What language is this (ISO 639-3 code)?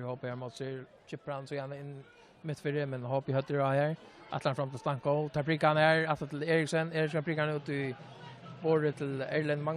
fao